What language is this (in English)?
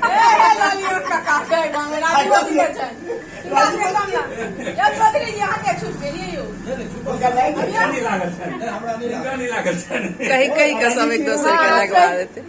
Maithili